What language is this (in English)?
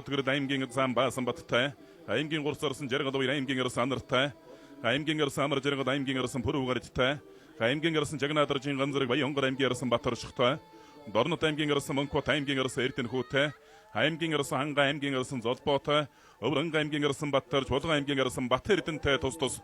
Mongolian